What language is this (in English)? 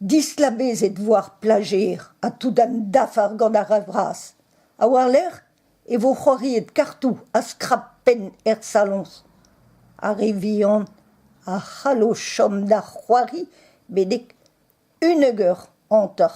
Breton